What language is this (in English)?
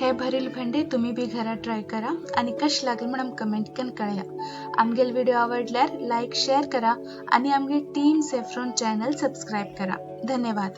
Konkani